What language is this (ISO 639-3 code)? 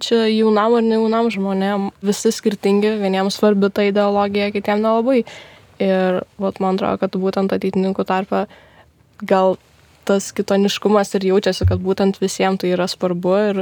lit